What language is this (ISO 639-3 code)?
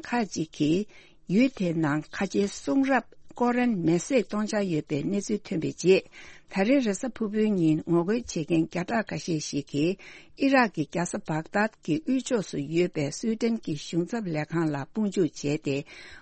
bod